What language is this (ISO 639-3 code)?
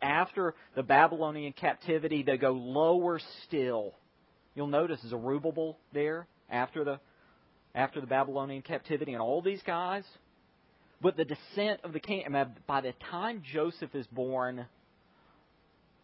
eng